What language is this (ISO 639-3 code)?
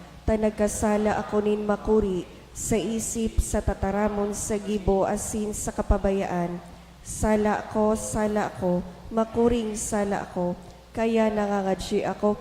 bik